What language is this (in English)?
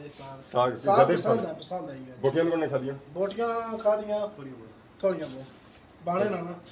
Pahari-Potwari